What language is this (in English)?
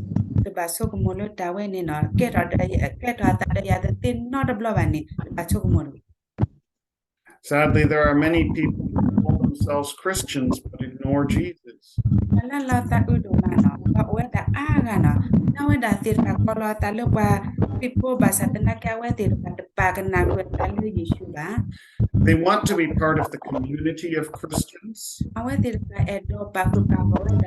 S'gaw Karen